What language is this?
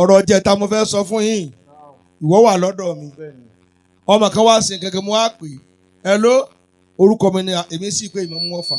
Yoruba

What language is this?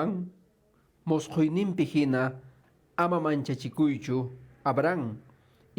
Quechua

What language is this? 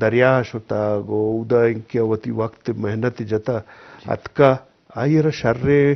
Eastern Balochi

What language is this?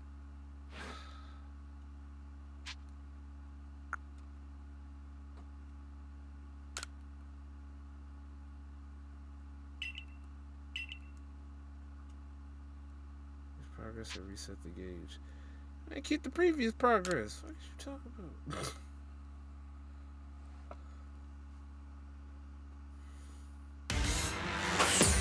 English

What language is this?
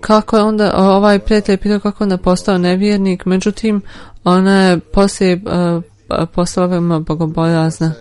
Bosnian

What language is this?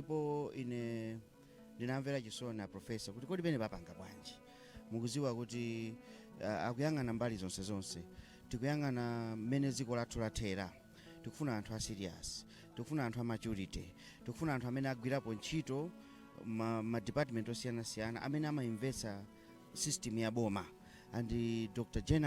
Nyanja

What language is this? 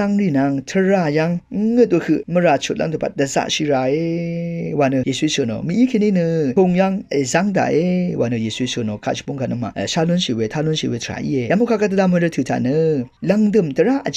Rawang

